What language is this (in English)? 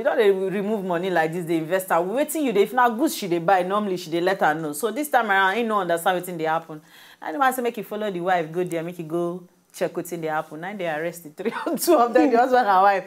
Nigerian Pidgin